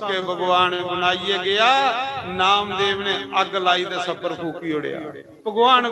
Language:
Dogri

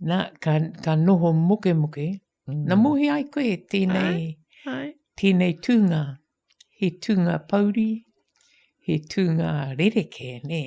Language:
Māori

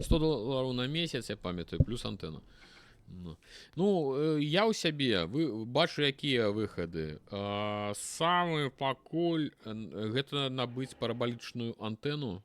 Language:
Belarusian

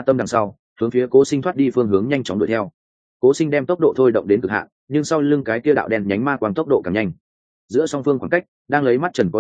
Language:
Vietnamese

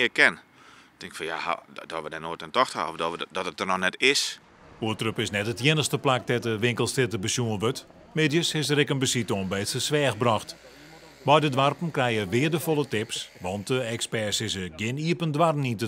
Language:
Western Frisian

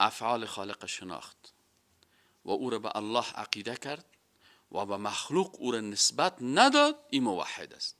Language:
Persian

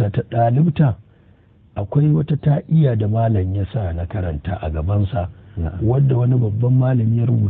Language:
Hausa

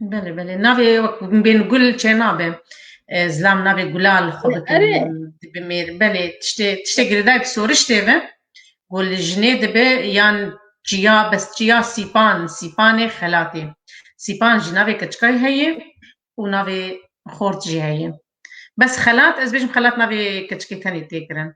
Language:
Kurdish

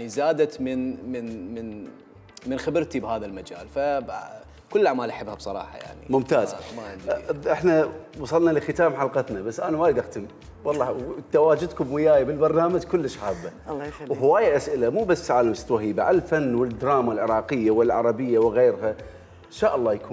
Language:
Mesopotamian Arabic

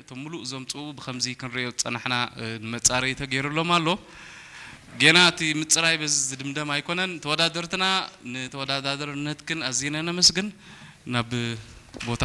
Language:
Tigrinya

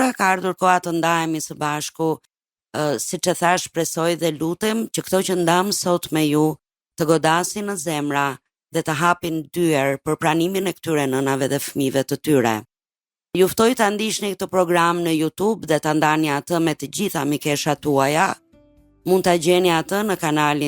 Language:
Albanian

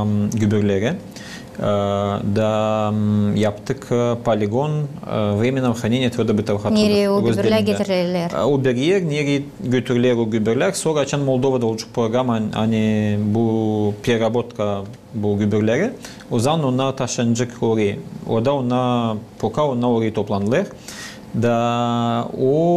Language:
Gagauz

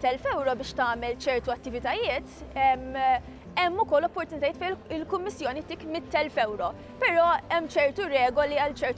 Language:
Maltese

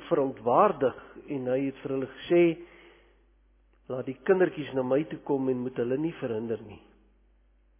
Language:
Afrikaans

